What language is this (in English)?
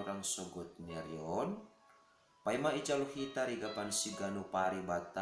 Batak Simalungun